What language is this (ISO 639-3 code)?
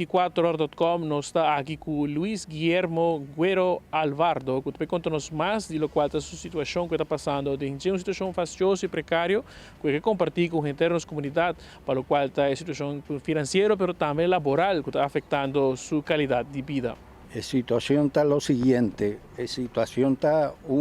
pap